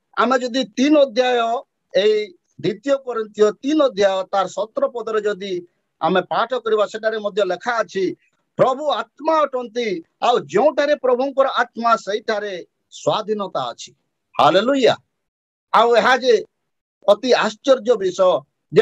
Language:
Odia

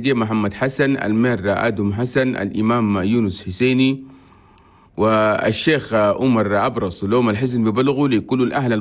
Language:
Chadian Arabic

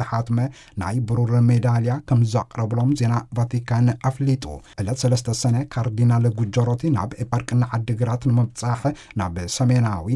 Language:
Tigrinya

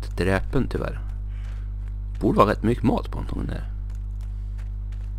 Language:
Swedish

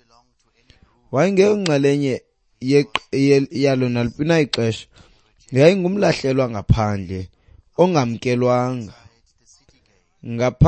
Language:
Xhosa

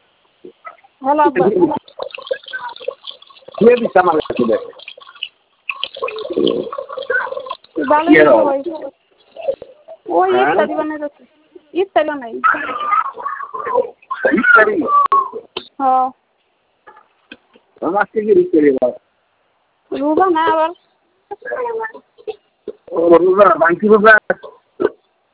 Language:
Bangla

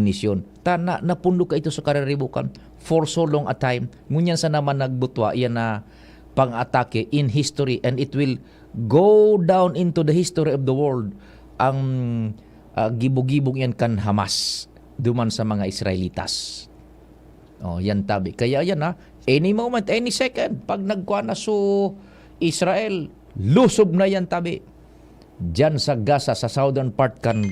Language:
Bikol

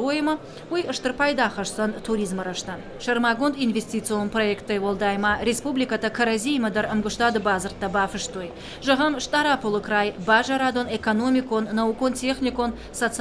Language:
Ossetic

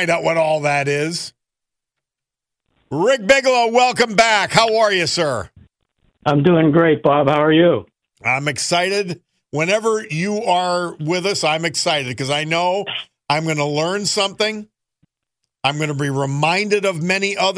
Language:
English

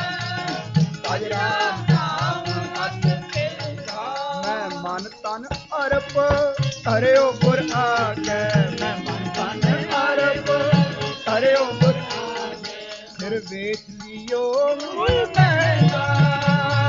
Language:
Punjabi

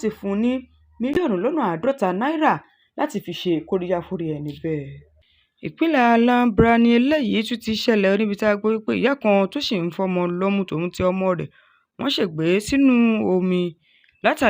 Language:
Yoruba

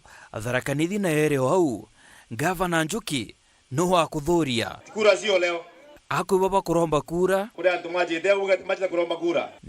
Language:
Meru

